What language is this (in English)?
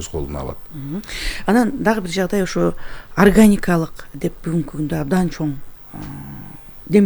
Kyrgyz